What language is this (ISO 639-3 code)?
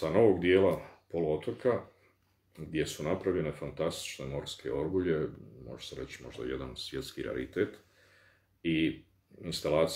bos